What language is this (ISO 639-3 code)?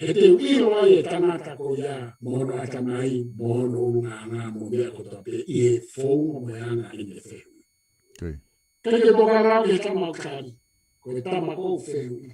ton